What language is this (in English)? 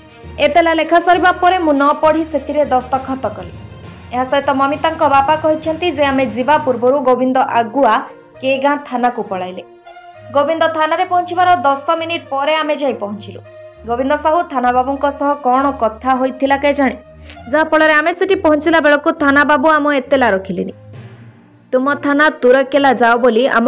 Odia